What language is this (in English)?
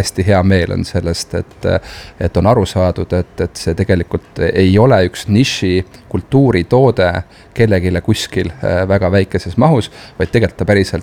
Estonian